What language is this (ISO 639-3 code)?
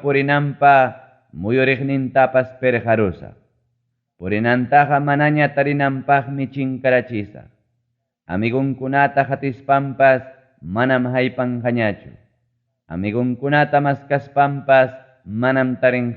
quy